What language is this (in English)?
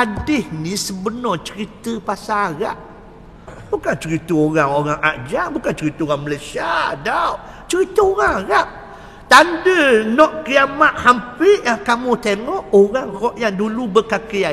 Malay